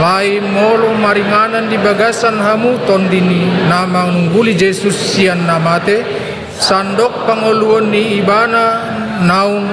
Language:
Batak Toba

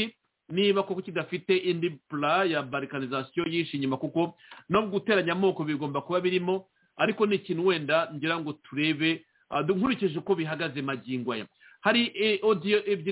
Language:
Kinyarwanda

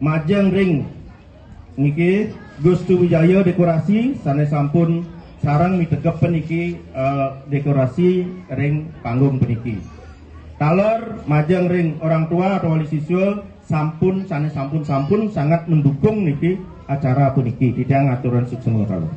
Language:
Balinese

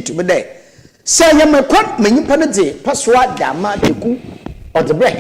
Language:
Akan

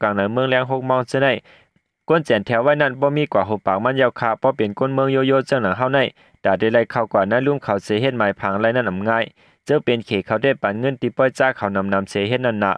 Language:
Shan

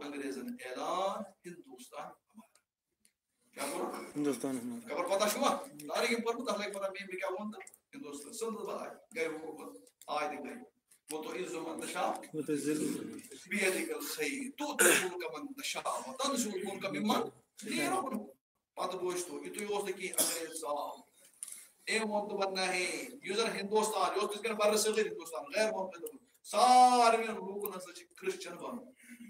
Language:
Kashmiri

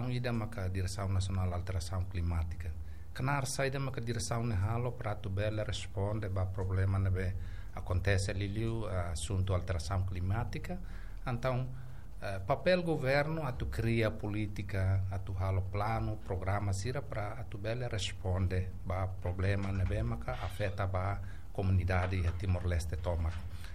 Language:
Tetum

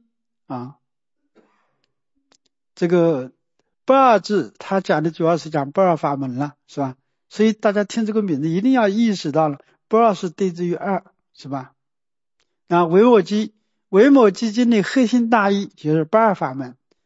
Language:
Chinese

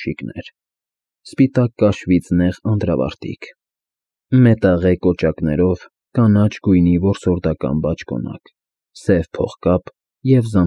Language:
Armenian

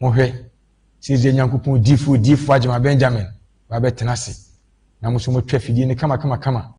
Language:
Akan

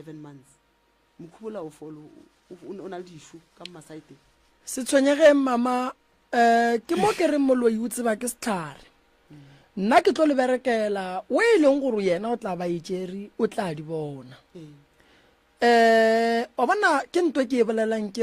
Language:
Northern Sotho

